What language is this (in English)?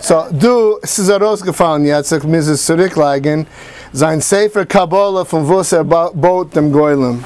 Yiddish